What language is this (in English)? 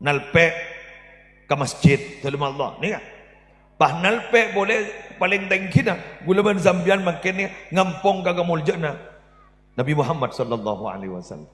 Madurese